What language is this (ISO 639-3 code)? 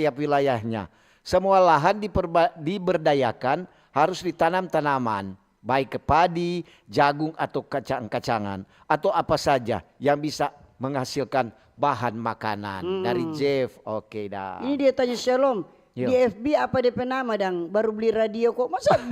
xmm